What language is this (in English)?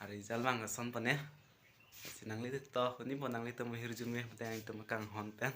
Karbi